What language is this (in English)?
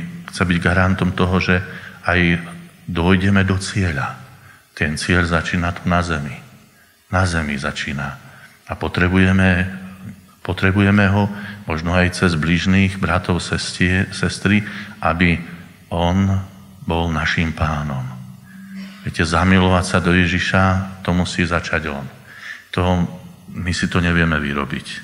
Slovak